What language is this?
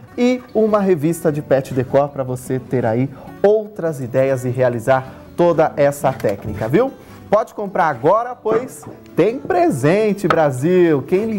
Portuguese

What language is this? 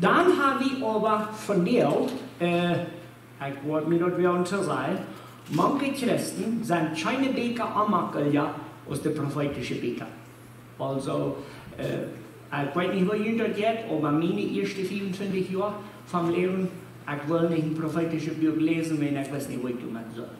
Plautdietsch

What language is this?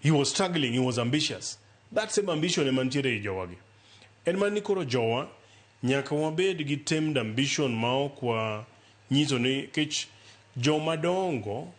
Luo (Kenya and Tanzania)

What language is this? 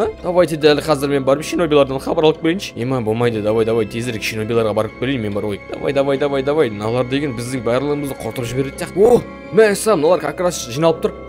Kazakh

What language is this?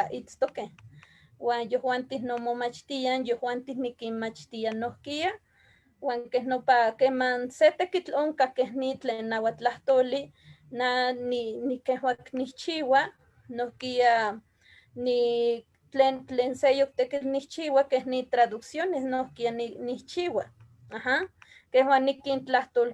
Eastern Huasteca Nahuatl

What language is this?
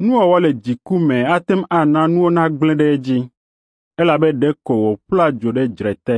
Ewe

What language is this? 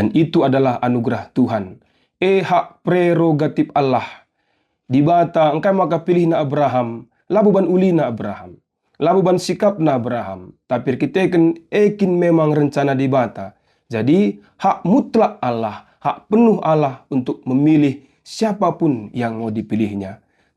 Batak Karo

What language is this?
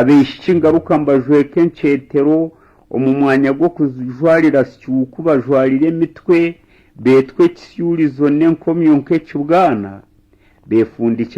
Nyankole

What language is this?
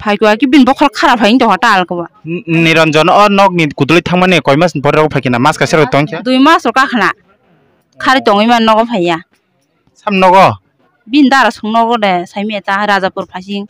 Kok Borok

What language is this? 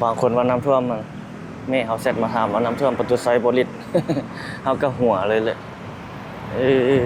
Lao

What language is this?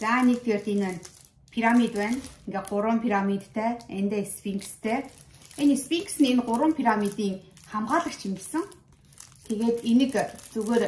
Mongolian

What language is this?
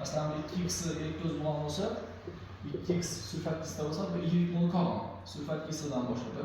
Uzbek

